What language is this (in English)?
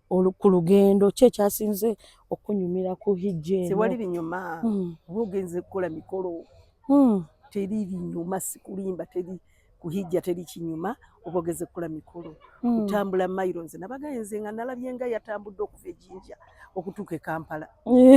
Ganda